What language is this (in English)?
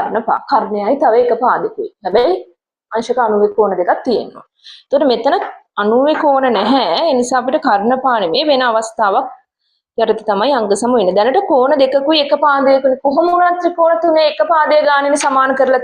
Sinhala